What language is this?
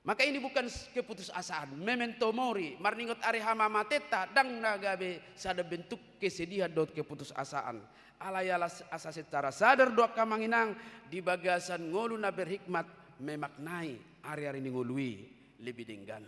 Batak Toba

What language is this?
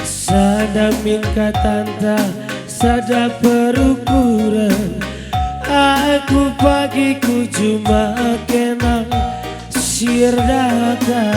Batak Karo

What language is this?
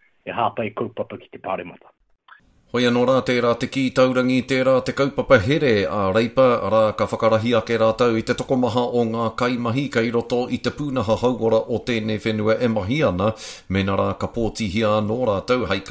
Māori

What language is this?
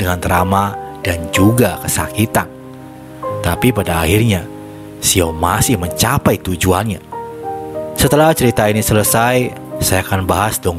Indonesian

